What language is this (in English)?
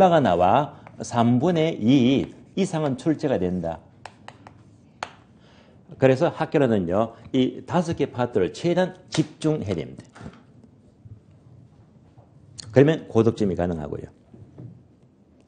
Korean